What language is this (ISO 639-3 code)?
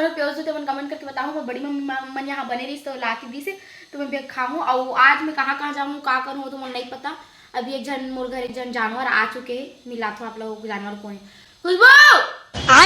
hne